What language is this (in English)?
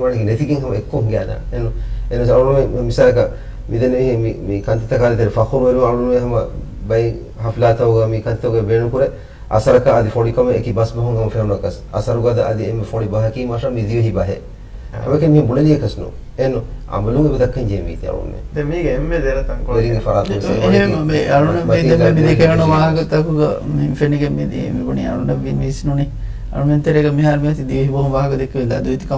Divehi